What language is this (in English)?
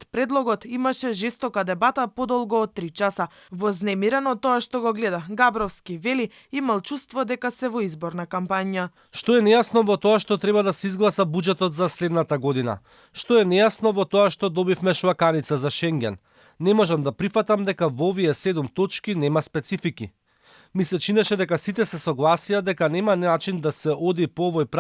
Macedonian